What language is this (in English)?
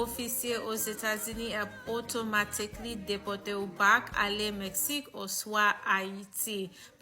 Haitian Creole